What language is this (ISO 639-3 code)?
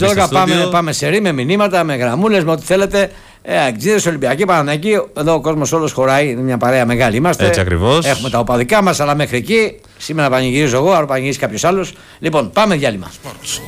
ell